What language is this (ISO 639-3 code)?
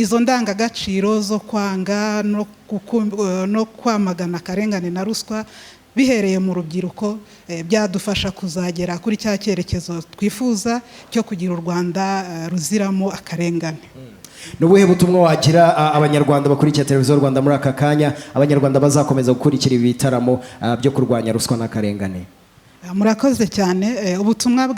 kin